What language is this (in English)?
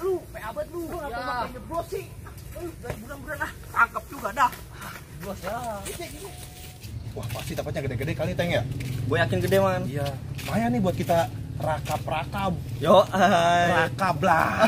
Betawi